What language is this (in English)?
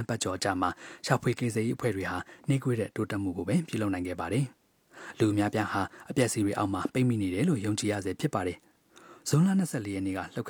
Burmese